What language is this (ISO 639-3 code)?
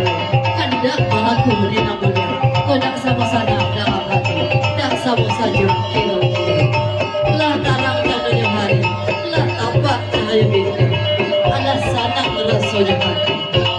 min